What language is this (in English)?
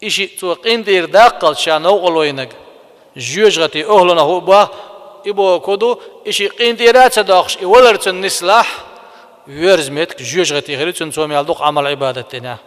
Chechen